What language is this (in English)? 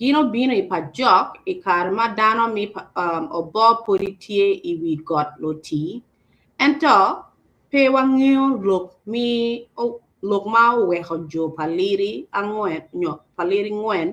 Acoli